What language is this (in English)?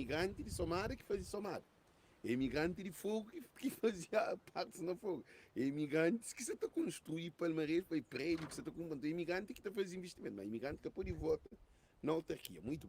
Kabuverdianu